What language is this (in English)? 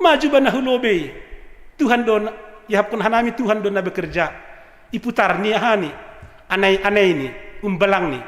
Batak Simalungun